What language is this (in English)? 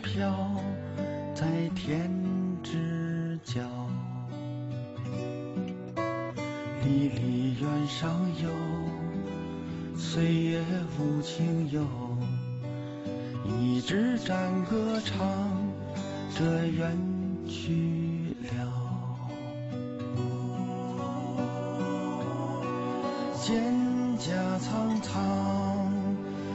Chinese